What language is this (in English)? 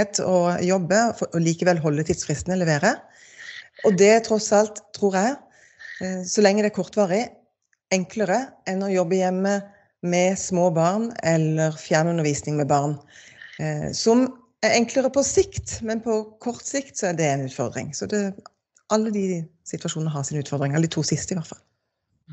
Norwegian